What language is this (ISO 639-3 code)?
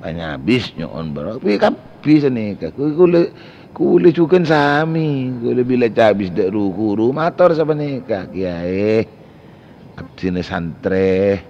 mad